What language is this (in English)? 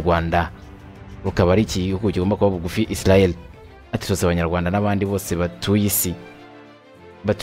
Kinyarwanda